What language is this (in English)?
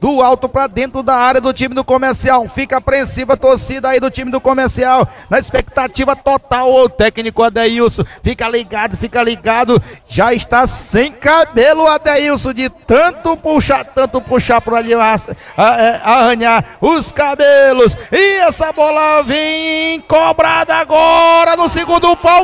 Portuguese